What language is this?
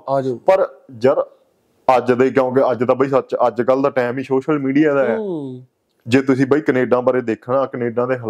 Punjabi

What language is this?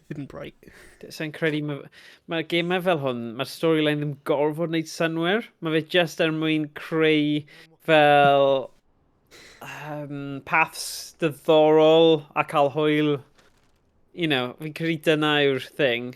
Welsh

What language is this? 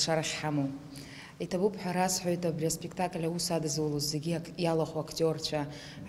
Abkhazian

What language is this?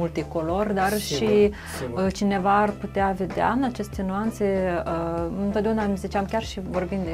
Romanian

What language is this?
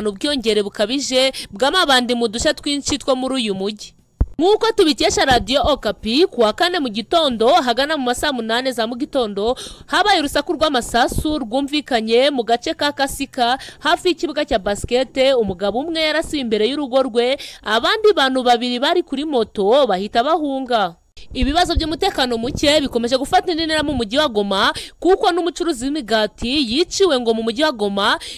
Kinyarwanda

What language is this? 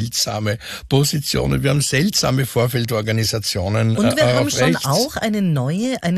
German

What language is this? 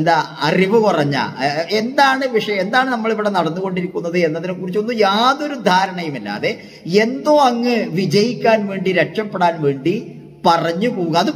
Malayalam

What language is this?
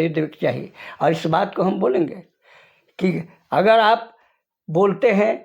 Sadri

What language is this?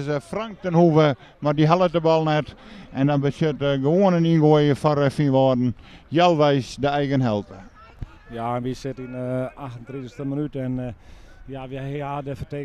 Western Frisian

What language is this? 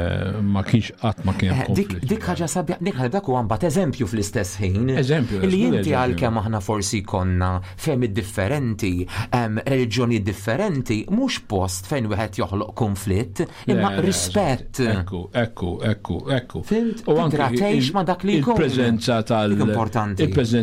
Maltese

